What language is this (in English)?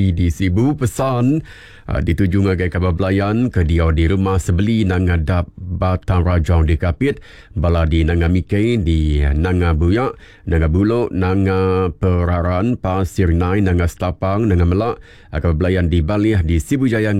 Iban